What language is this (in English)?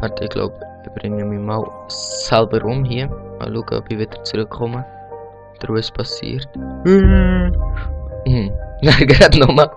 Swiss German